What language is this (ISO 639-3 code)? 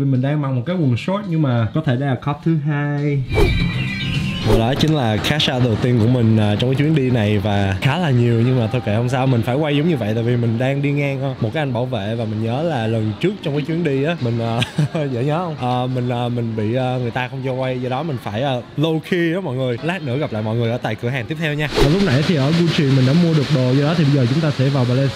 vie